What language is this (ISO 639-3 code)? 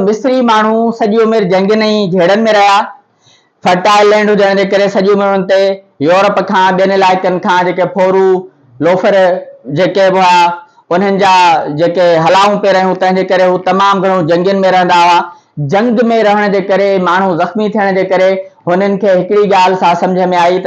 snd